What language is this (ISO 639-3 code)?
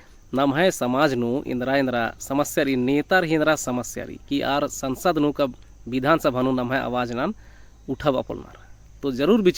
kru